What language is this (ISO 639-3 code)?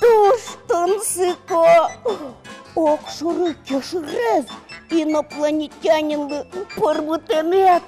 udm